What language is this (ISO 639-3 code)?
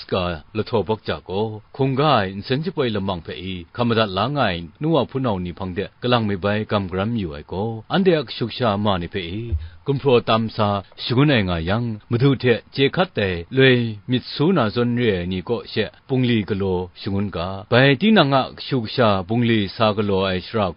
kac